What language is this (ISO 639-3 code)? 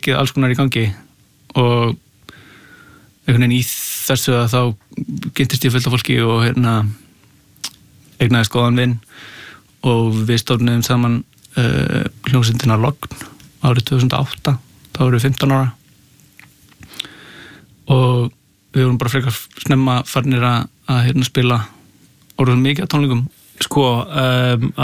isl